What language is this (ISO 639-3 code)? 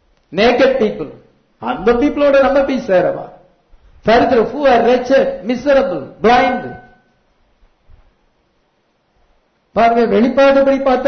tam